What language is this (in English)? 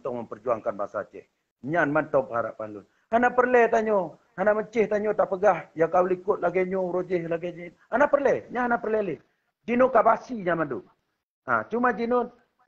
Achinese